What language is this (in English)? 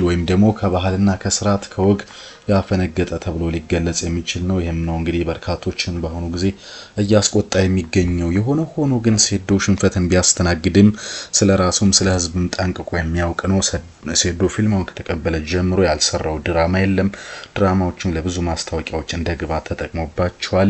Amharic